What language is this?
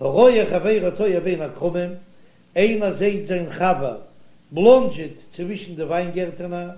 Yiddish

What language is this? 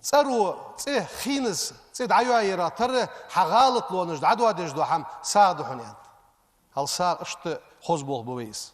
Ingush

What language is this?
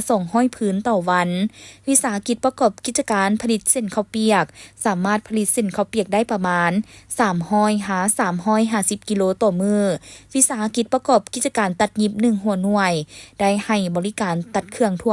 Lao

